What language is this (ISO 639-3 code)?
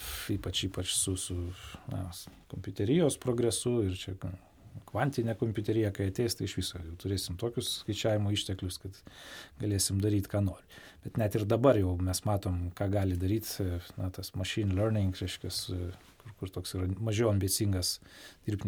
lit